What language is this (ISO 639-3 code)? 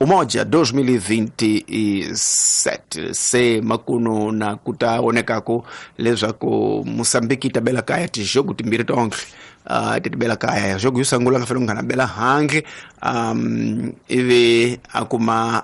tso